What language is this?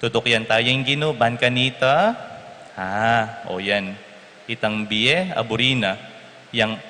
Pampanga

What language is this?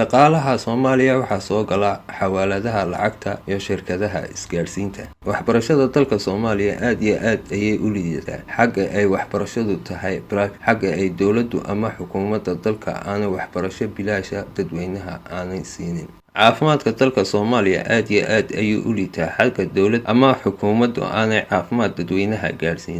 Somali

